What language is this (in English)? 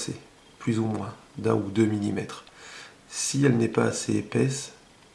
French